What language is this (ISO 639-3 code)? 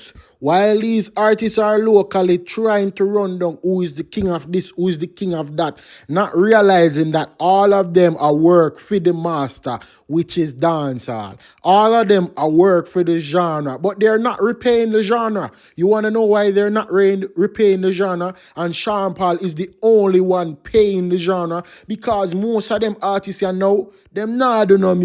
jam